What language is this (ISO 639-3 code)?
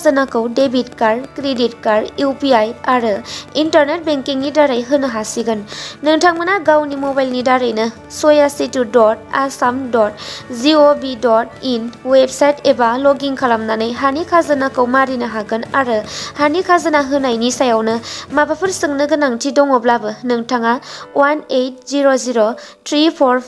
brx